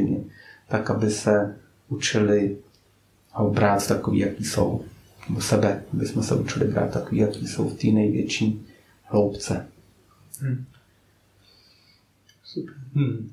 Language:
Czech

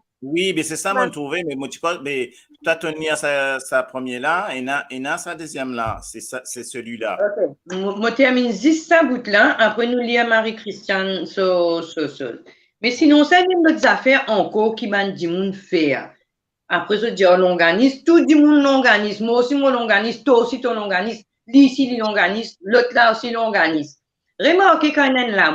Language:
Morisyen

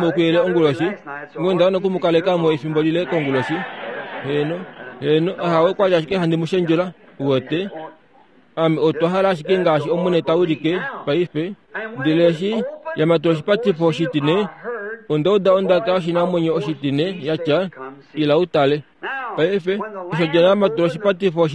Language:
Kuanyama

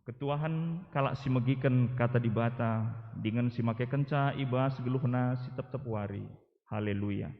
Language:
Batak Karo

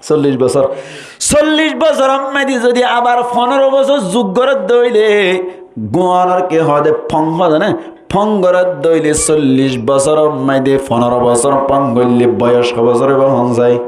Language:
Rohingya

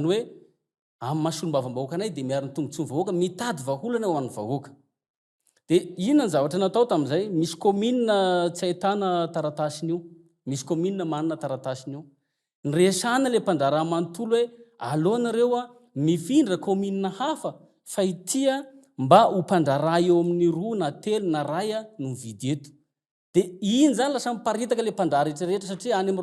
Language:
Malagasy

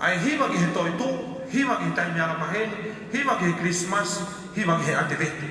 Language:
Tongan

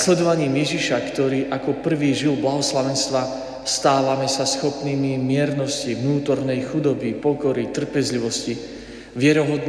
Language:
Slovak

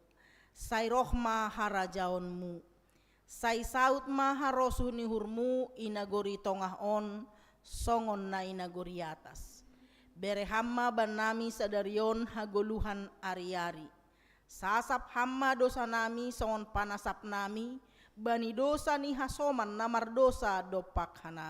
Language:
Batak Simalungun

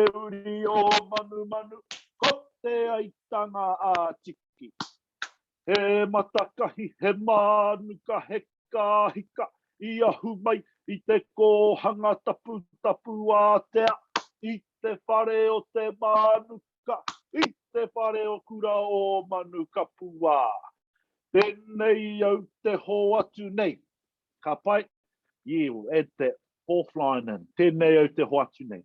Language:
Māori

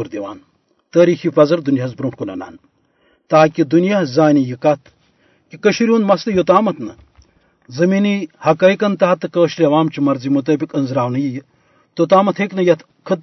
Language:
Kashmiri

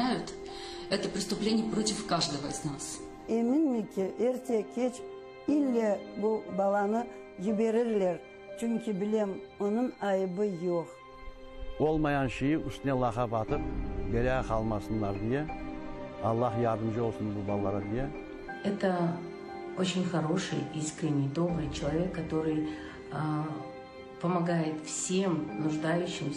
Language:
Crimean Tatar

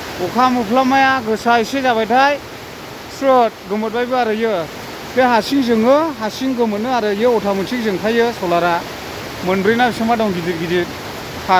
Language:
Bodo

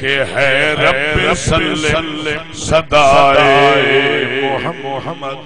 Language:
Saraiki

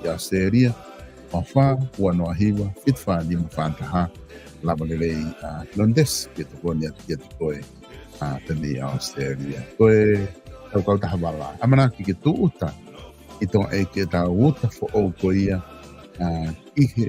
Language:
Tongan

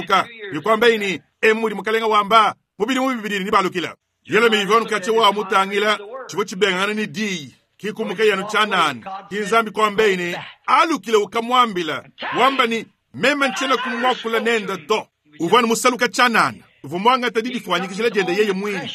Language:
Luba-Lulua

